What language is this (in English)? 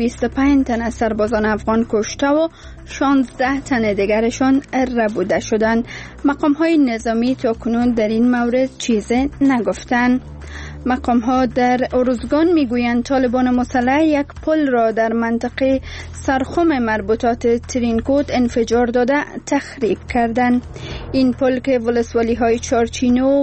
Persian